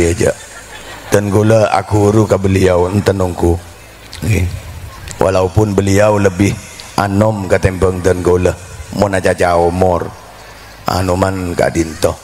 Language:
Madurese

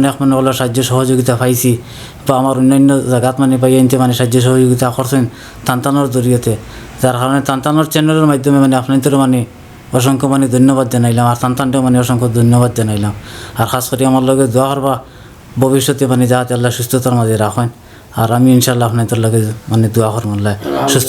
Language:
Sylheti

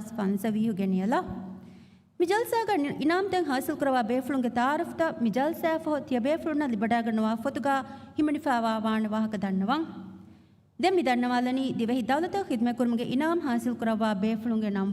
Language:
Divehi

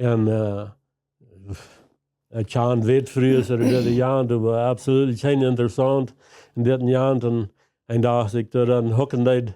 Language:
Plautdietsch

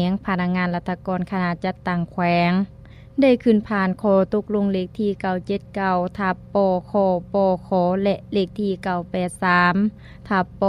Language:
Lao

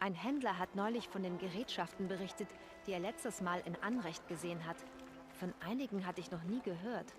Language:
Bavarian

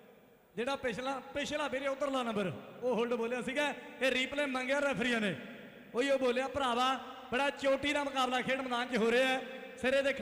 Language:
Punjabi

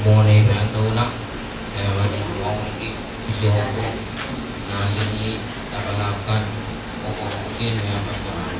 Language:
Pohnpeian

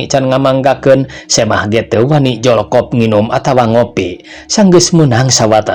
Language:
Sundanese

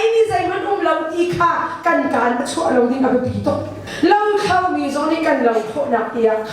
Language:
Hakha Chin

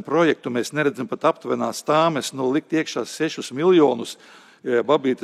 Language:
Latvian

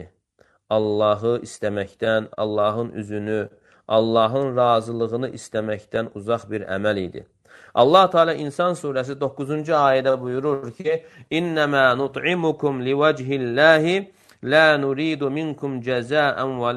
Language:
Azerbaijani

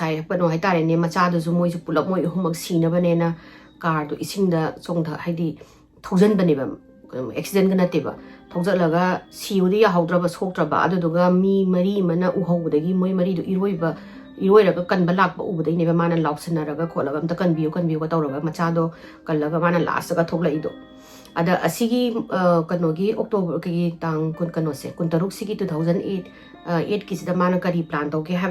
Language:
Manipuri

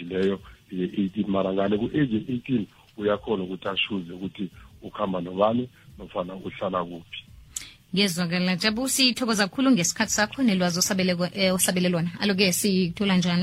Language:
South Ndebele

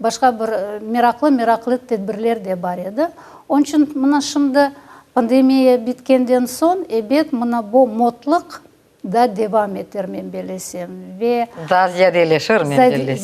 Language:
Crimean Tatar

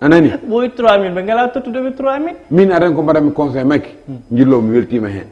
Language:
Fula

